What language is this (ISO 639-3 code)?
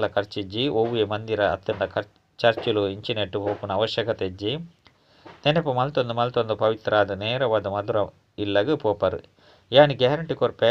tcy